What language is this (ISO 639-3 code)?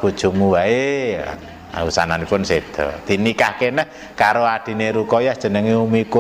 jav